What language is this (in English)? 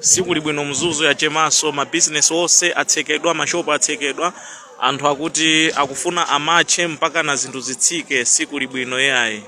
Nyanja